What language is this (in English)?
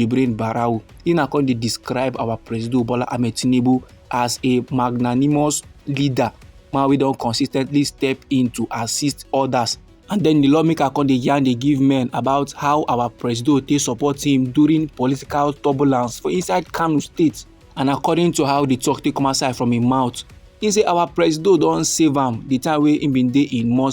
Nigerian Pidgin